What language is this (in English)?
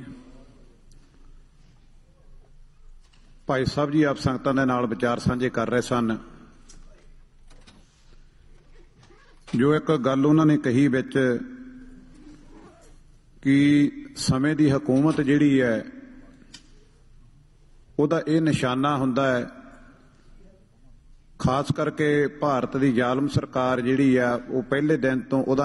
Punjabi